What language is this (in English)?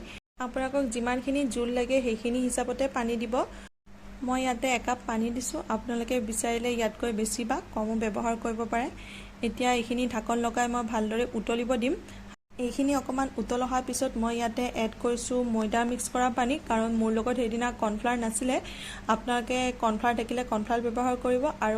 Assamese